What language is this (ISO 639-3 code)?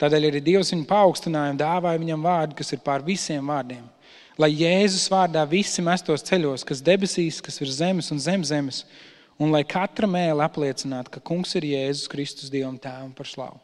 lav